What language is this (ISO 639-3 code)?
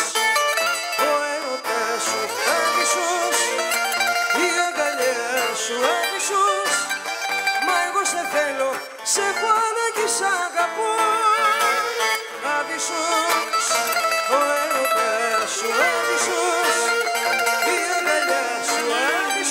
ell